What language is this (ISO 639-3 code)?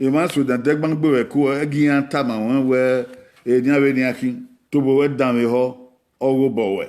bin